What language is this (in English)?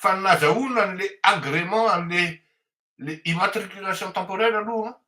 Malagasy